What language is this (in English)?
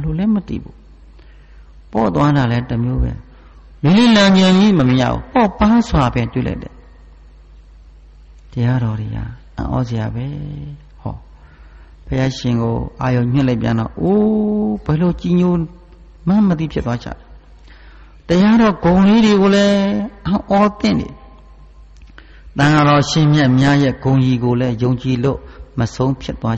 Burmese